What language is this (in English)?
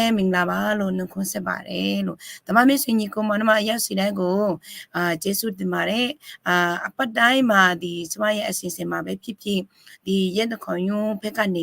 Akha